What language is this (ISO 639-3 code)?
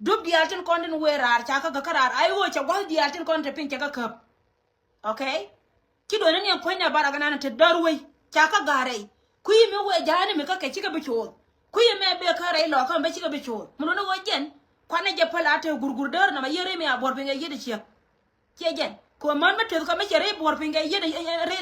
nus